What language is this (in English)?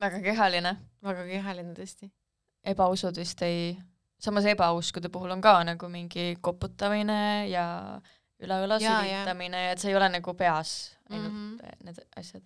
Estonian